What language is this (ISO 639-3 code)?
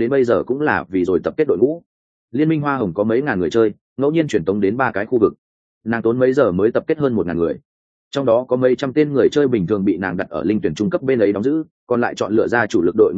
vie